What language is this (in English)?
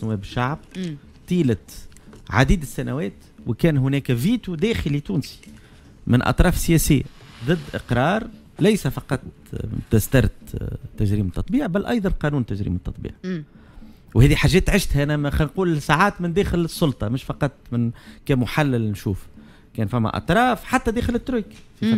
Tunisian Arabic